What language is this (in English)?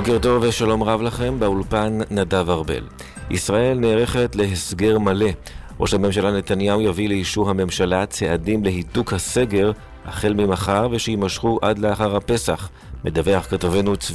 Hebrew